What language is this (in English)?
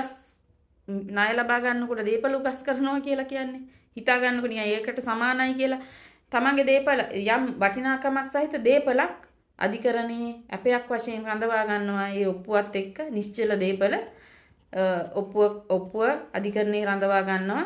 Sinhala